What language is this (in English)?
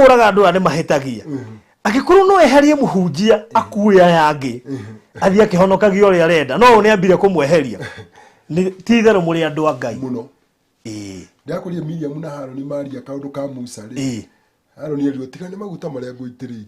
Kikuyu